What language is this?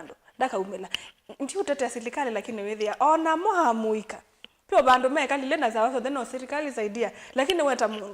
Kamba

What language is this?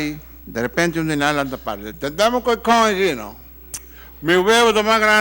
Papiamento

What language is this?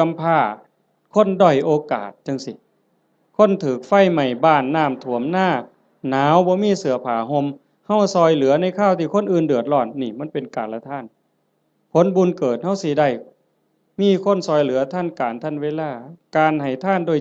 Northeastern Thai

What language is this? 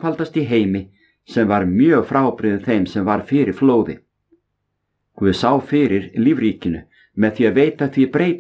Icelandic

